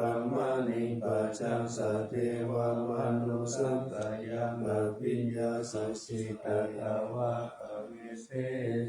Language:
Pali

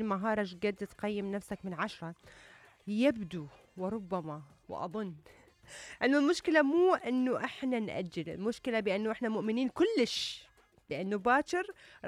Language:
Mesopotamian Arabic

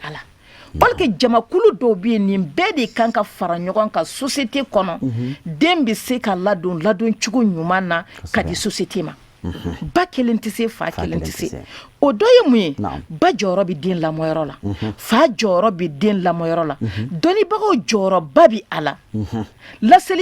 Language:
Bambara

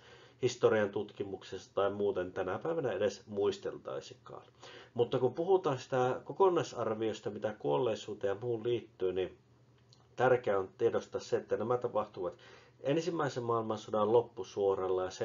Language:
Finnish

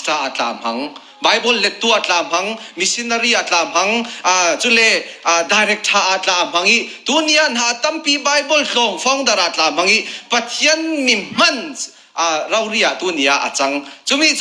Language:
Falam Chin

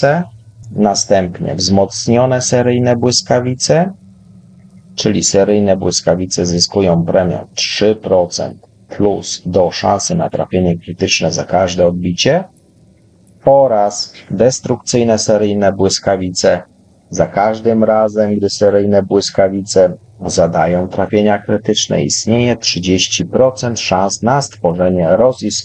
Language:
Polish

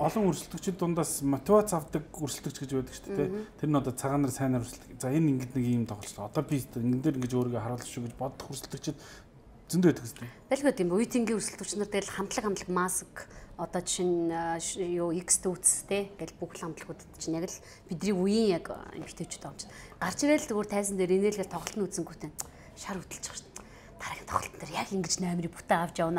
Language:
Mongolian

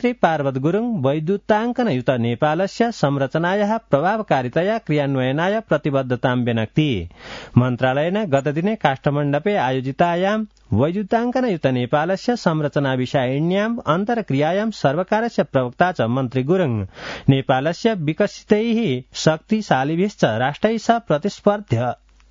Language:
Sanskrit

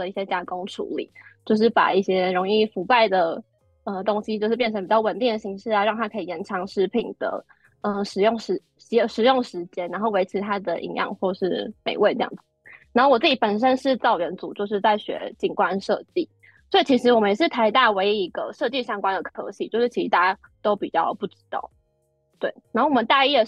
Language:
Chinese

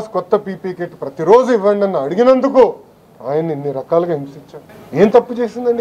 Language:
Telugu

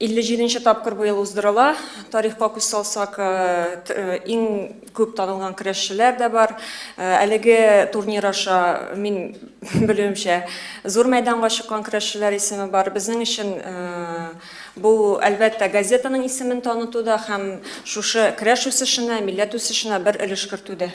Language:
Tatar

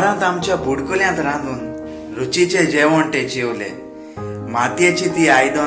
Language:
Konkani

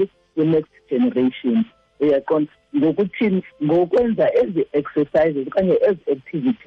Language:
Xhosa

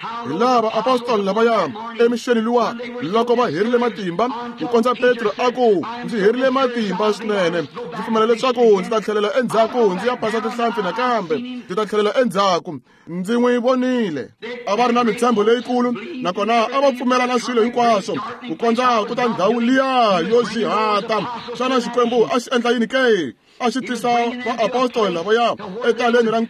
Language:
Tsonga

